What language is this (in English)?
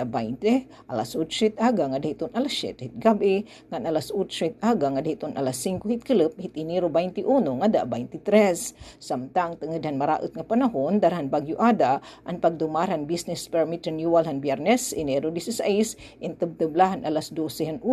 Waray